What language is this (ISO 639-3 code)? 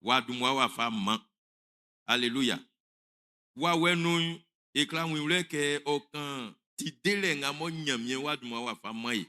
bci